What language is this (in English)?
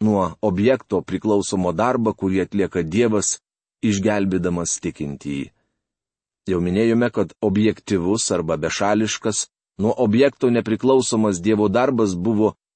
Lithuanian